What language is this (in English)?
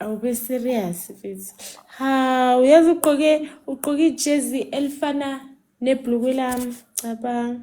Zulu